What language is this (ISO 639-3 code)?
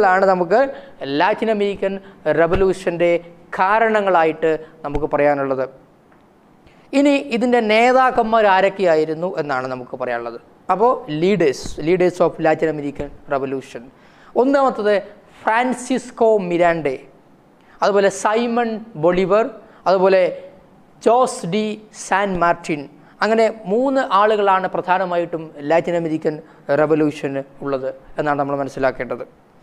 mal